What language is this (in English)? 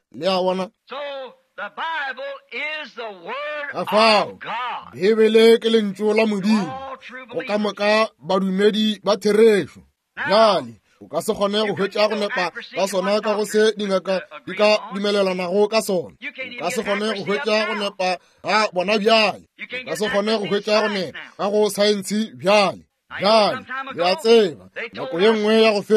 Northern Sotho